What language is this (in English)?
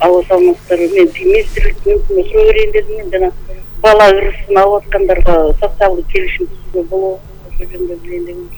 Kyrgyz